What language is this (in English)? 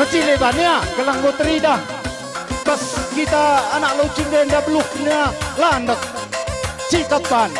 Batak Karo